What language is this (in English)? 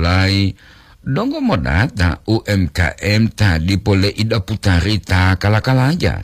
Gorontalo